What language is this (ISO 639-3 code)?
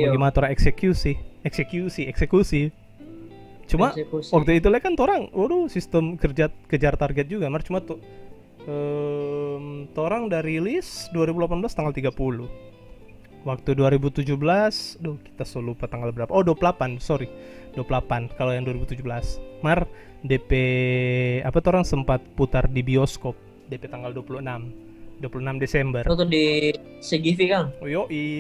xmm